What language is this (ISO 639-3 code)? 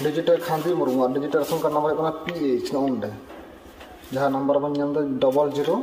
sat